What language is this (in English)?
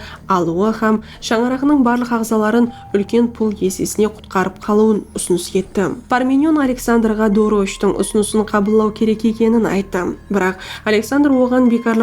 Kara-Kalpak